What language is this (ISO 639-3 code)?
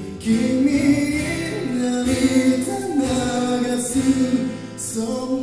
jpn